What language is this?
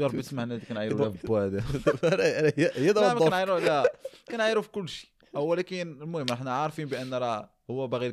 Moroccan Arabic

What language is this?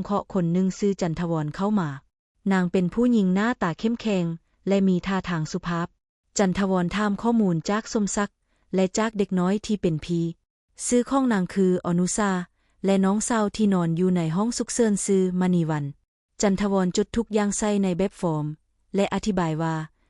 Lao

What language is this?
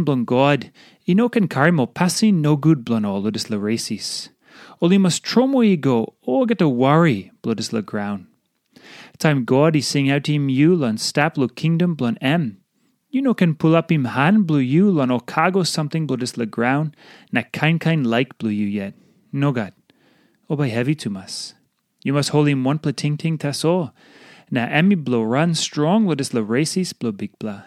Tok Pisin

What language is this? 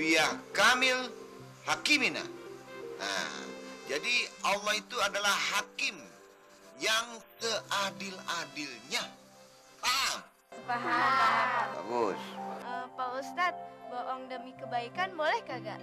Betawi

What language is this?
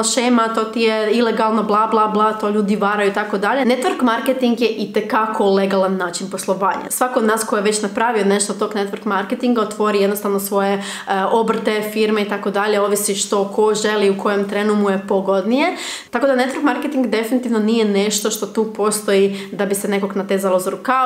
Croatian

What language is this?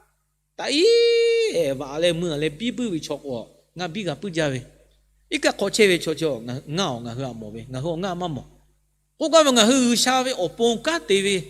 Lahu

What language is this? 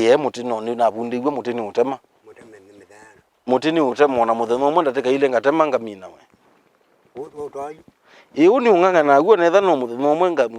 Kamba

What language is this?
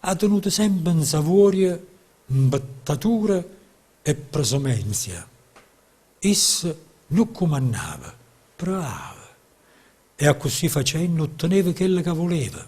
Neapolitan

